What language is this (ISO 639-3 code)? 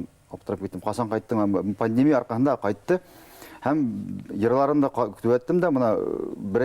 bak